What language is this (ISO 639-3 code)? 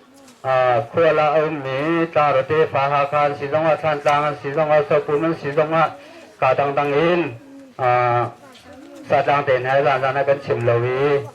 cnh